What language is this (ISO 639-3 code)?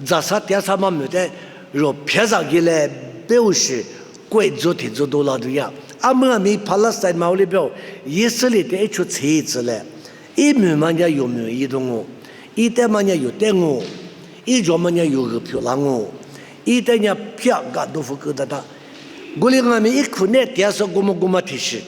lis